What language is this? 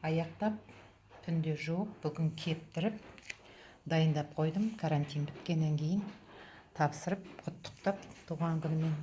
Kazakh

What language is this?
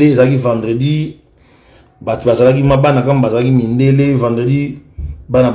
Lingala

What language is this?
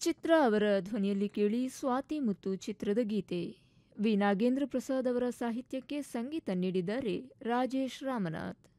Kannada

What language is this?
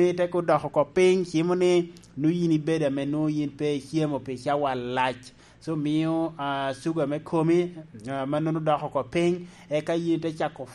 Lango (Uganda)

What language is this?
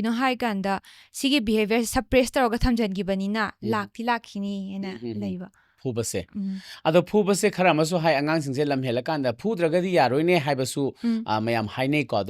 Manipuri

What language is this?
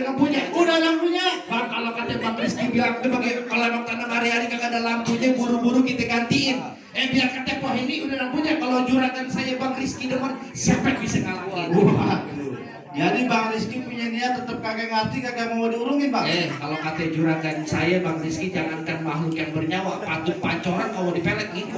Betawi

